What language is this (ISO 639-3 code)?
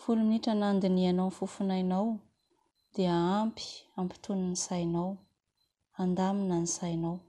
mlg